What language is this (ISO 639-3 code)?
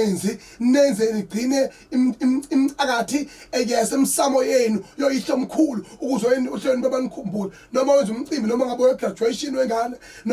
zul